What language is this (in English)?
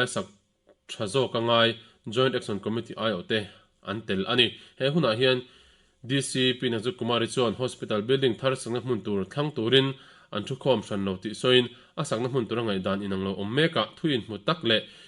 Mizo